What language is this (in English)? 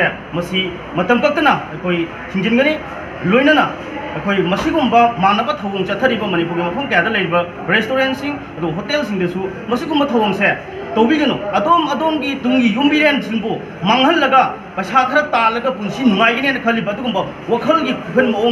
Manipuri